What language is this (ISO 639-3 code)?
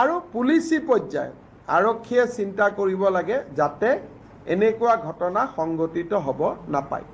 asm